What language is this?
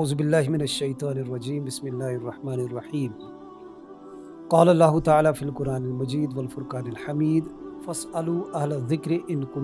Kashmiri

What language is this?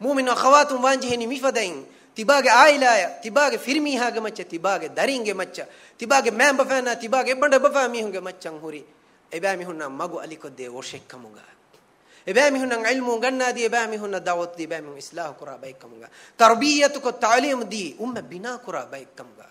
Divehi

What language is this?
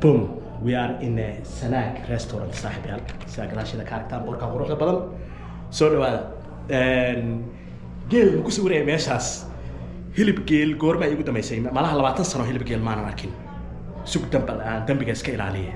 Somali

